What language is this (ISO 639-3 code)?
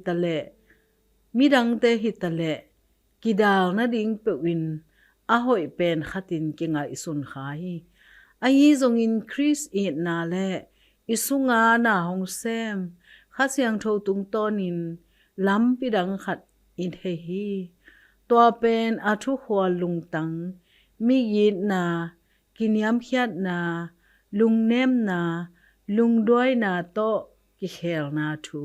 ctd